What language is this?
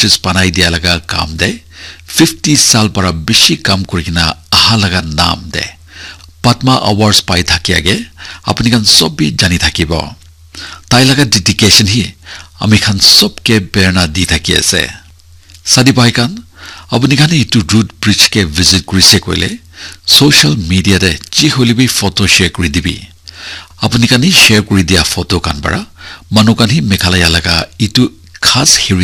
Naga Pidgin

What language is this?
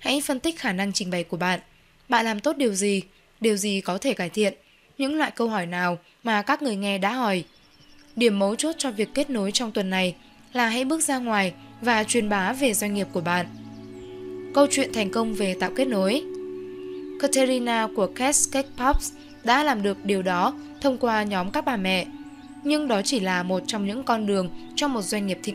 Vietnamese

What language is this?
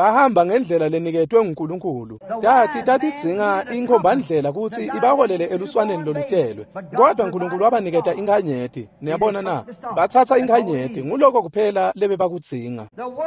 Swati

